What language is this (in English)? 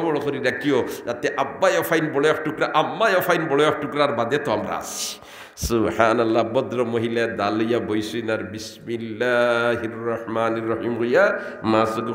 Sylheti